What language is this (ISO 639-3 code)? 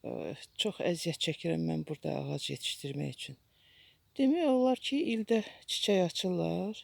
aze